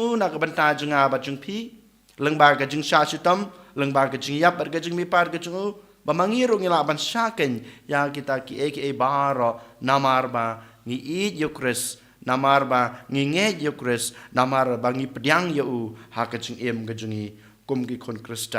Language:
Khasi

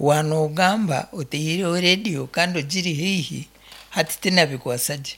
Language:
Nyankole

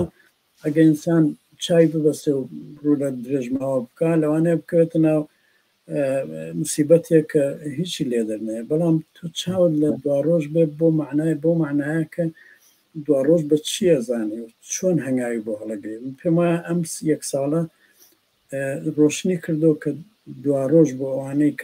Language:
Central Kurdish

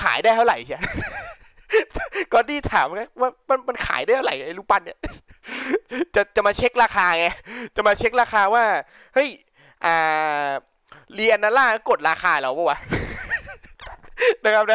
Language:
Thai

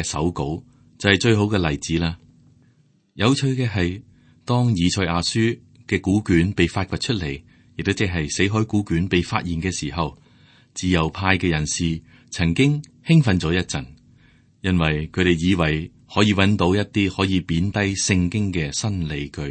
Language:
Cantonese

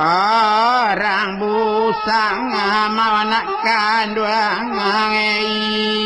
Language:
Minangkabau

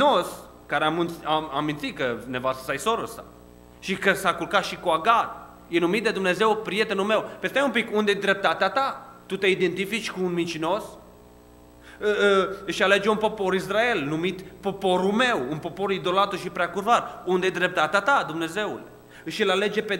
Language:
Romanian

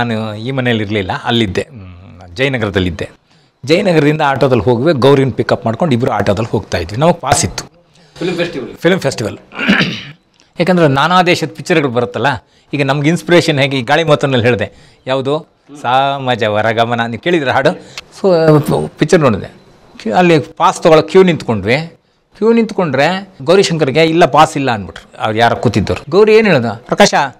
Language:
Kannada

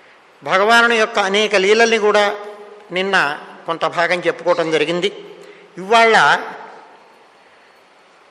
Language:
Telugu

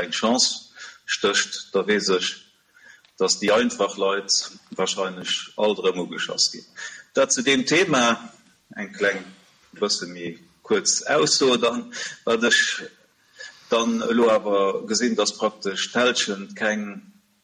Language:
Luxembourgish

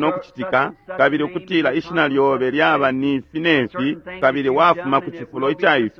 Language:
Bemba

